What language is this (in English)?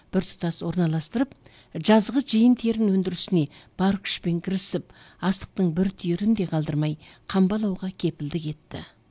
Kazakh